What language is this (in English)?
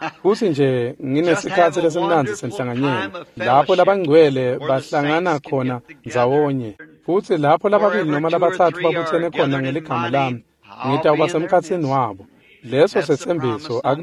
Swati